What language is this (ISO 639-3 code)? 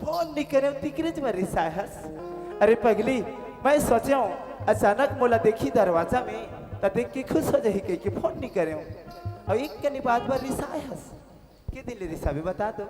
hne